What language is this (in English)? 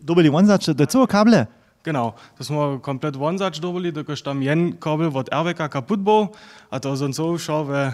Upper Sorbian